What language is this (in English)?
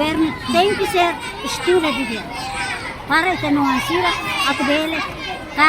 Tetum